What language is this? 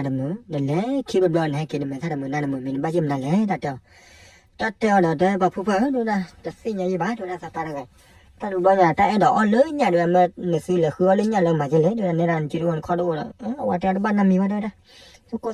S'gaw Karen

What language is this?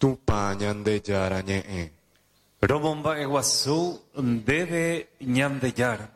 Guarani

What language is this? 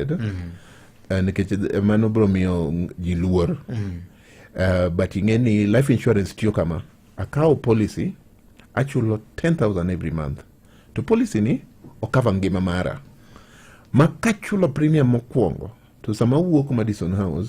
Luo (Kenya and Tanzania)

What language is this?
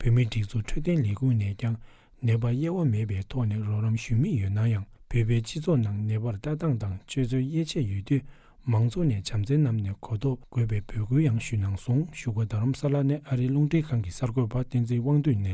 Tibetan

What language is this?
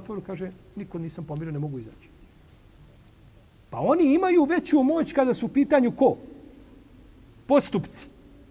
Bosnian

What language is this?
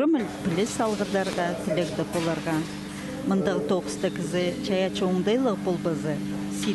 Khakas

